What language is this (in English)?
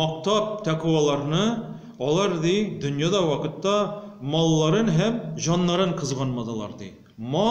Tatar